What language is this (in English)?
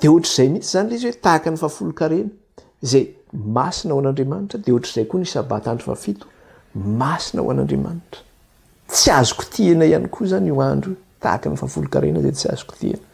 Malagasy